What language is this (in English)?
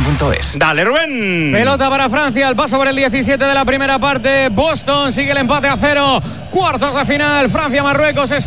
Spanish